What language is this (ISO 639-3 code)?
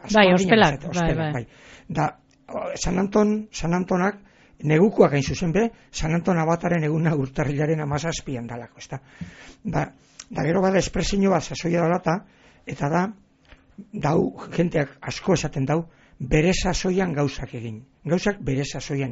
eus